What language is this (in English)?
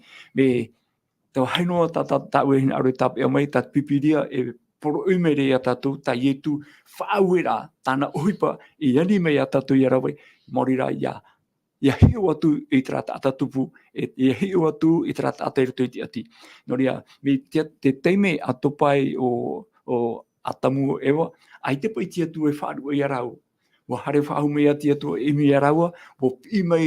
Tahitian